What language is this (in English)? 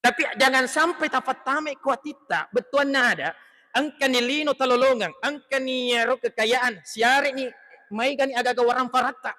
Buginese